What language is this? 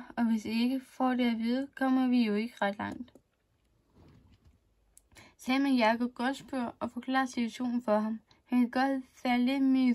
Danish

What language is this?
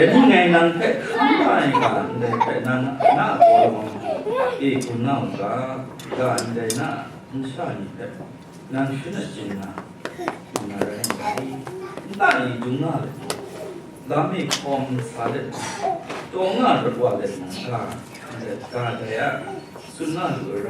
Kachin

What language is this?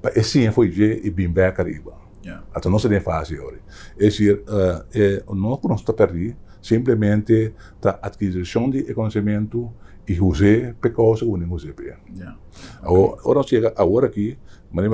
Papiamento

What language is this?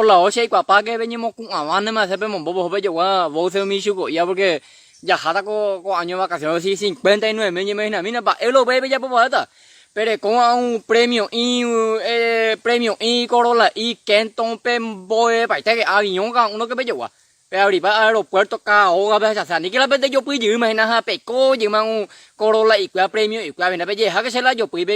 Guarani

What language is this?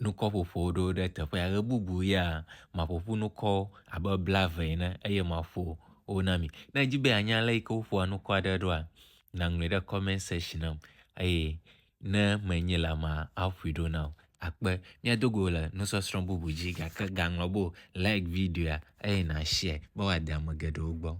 Ewe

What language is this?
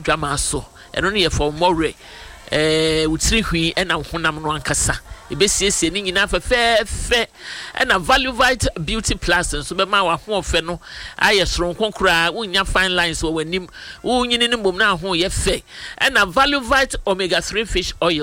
Akan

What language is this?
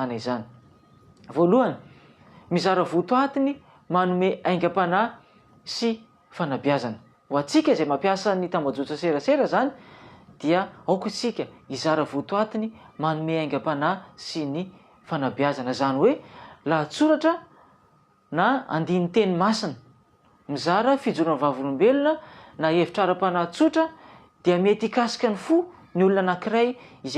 Malagasy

